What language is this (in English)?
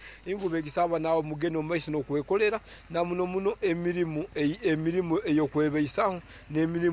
Nyankole